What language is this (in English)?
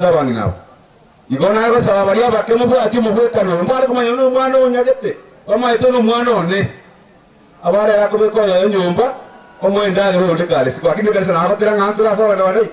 Gusii